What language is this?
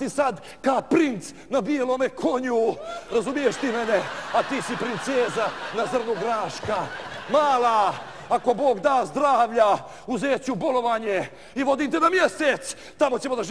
Bosnian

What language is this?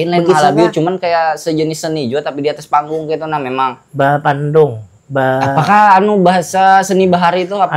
Banjar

